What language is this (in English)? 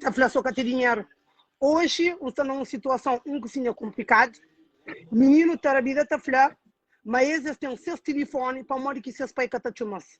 Kabuverdianu